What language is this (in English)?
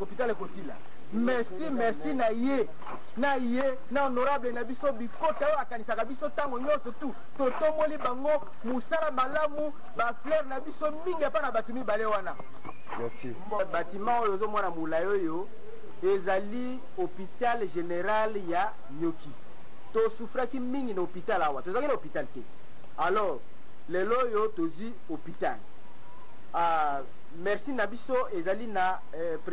Lingala